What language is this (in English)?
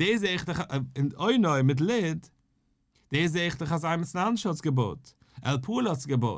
Yiddish